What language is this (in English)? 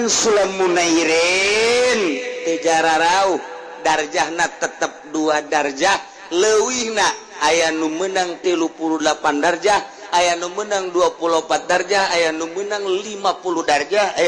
Sundanese